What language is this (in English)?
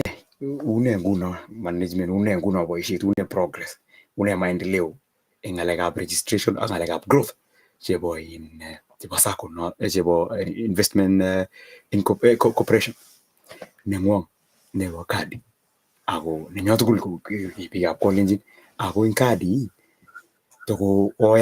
Kalenjin